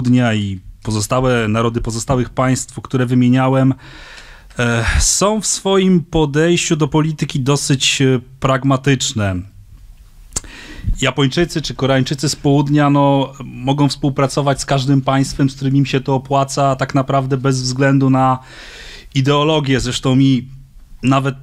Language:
Polish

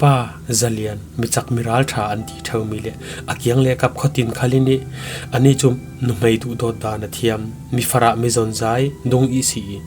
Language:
Falam Chin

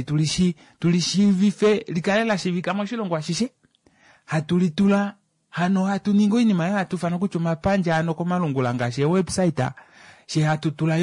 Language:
Kuanyama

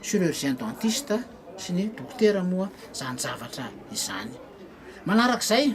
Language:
Malagasy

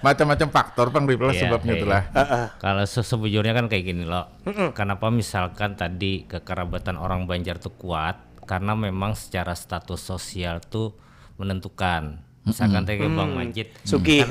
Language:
Banjar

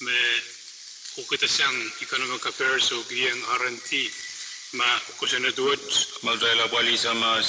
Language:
Pohnpeian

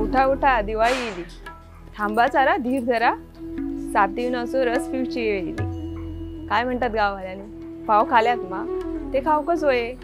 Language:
Konkani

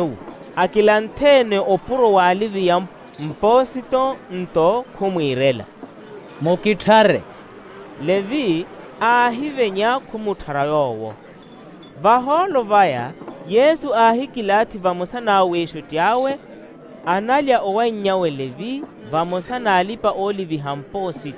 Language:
Makhuwa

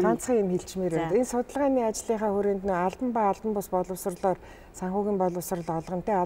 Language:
Mongolian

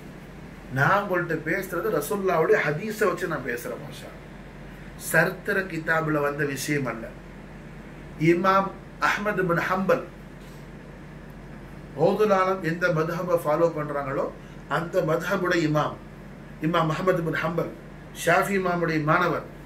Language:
Tamil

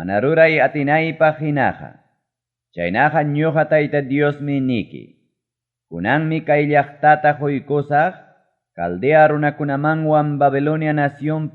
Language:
Ayacucho Quechua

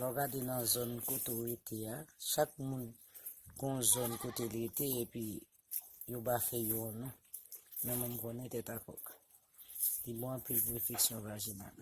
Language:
Haitian Creole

